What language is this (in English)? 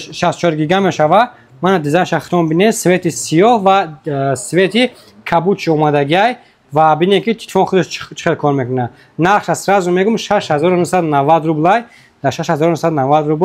Tajik